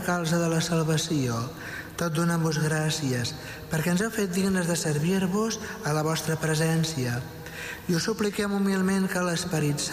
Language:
Catalan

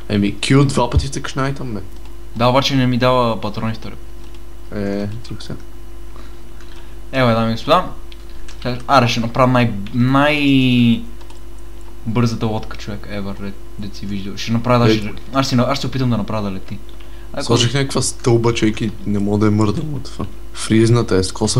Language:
Bulgarian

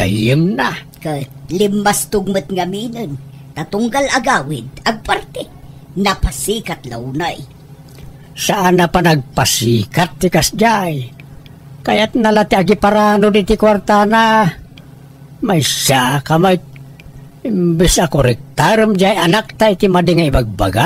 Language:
Iloko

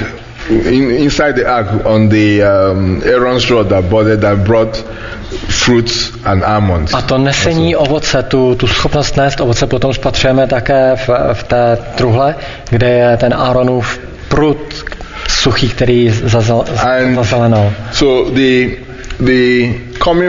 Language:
Czech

